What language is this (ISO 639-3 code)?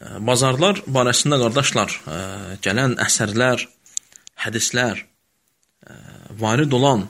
aze